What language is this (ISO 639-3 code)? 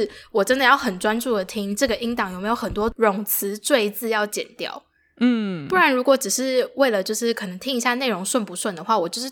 zho